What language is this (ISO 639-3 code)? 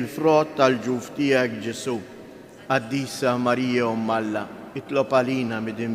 mlt